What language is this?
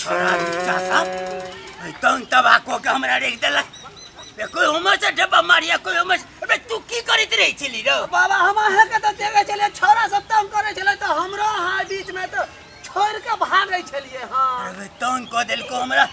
Maithili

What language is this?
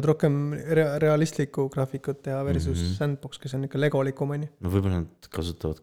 Estonian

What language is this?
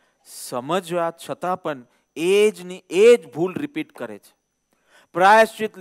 Gujarati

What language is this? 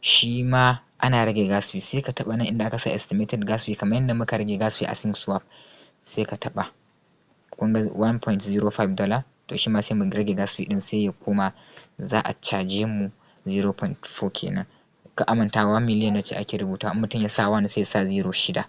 Hausa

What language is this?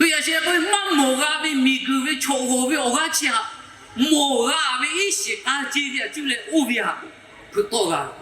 Lahu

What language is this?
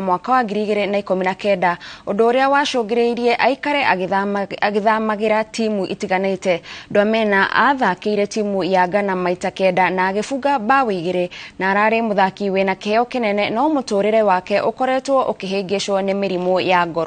Kikuyu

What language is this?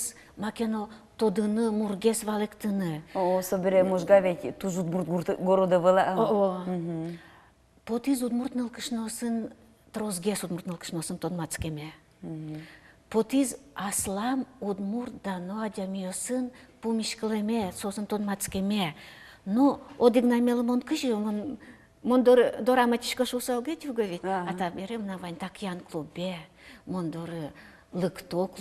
Udmurt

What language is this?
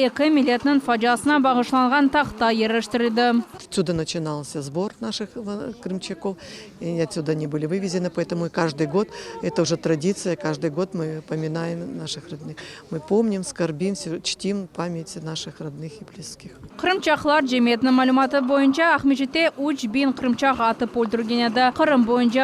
Crimean Tatar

